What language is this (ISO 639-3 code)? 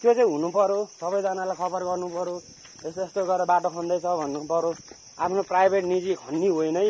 nep